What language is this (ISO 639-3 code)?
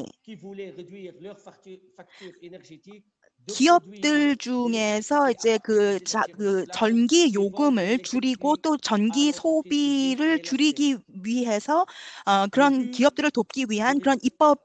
kor